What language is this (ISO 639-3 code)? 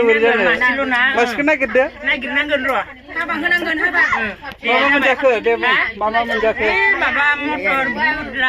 brx